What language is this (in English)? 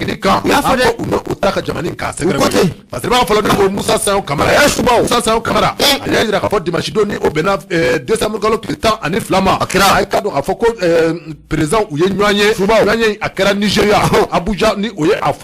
Bambara